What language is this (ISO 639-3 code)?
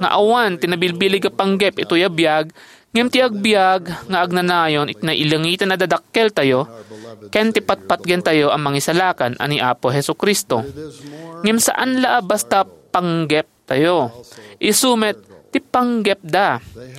ilo